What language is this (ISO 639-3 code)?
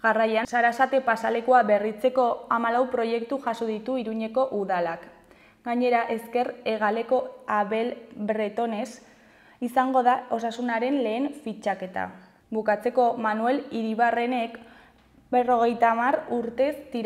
eus